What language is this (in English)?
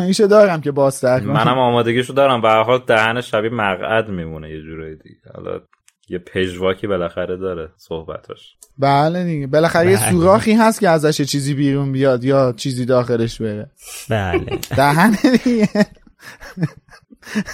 Persian